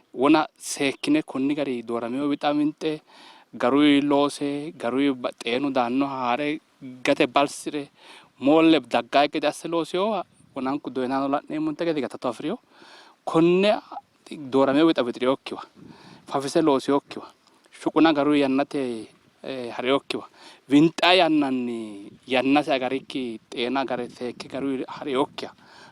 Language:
Sidamo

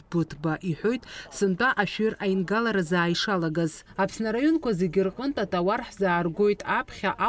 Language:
Abkhazian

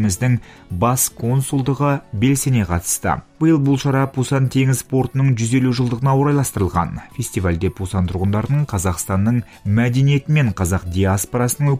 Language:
Kazakh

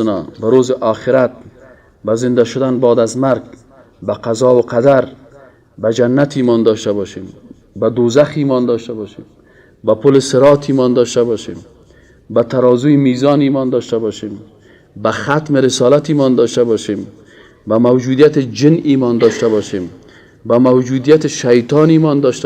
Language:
Persian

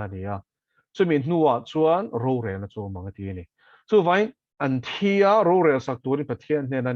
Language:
Mizo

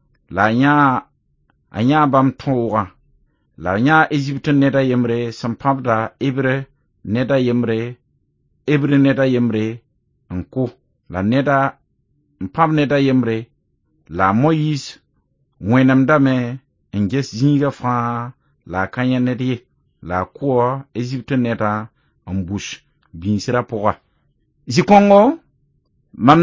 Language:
Mossi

